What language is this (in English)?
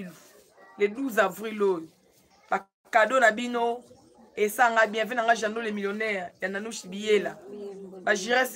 Lingala